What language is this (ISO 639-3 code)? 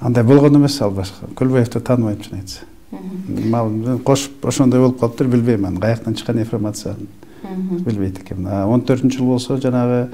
kir